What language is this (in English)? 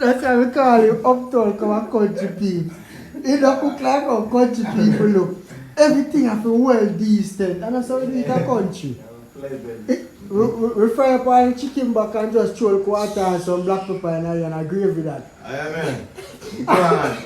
Jamaican Creole English